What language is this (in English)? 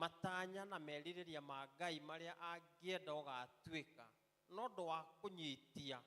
Kikuyu